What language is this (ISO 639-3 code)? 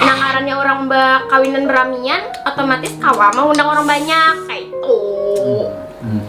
bjn